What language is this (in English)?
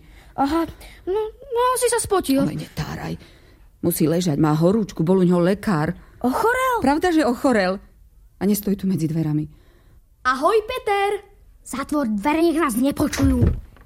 Slovak